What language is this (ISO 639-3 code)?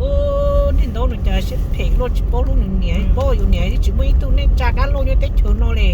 hmn